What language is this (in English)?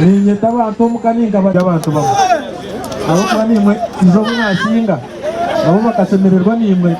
Nyankole